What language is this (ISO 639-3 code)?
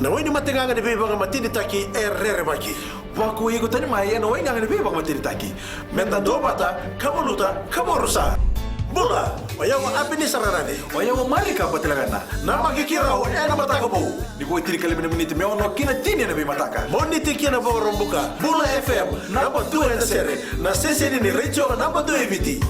fij